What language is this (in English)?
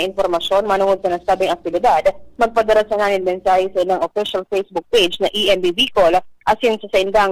Bikol